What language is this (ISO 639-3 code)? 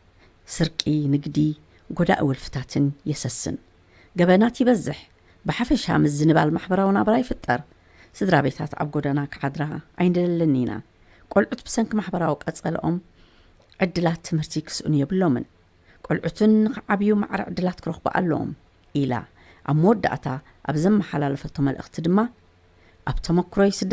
tir